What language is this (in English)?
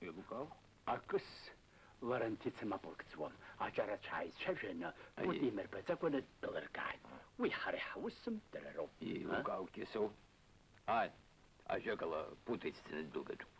Abkhazian